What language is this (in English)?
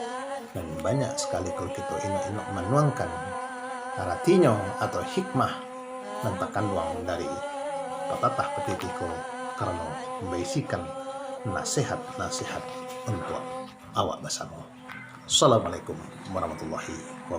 Minangkabau